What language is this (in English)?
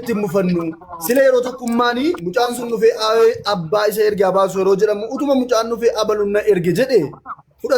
Oromo